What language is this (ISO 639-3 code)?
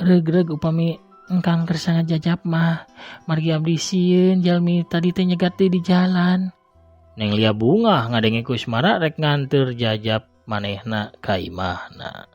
sun